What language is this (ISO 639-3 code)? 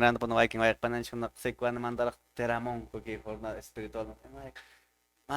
que